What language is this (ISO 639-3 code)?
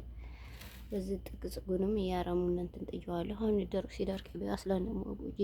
amh